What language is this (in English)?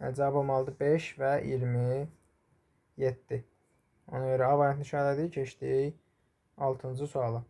Azerbaijani